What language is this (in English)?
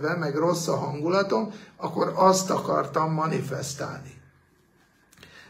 Hungarian